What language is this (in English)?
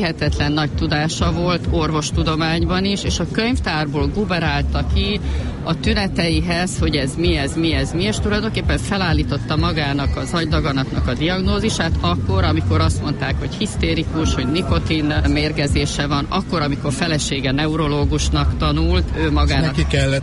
Hungarian